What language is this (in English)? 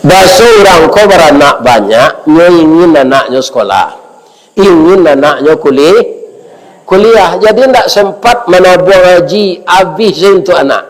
Minangkabau